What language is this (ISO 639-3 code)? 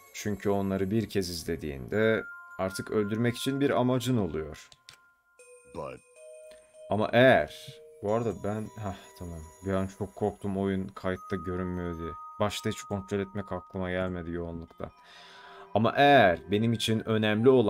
tur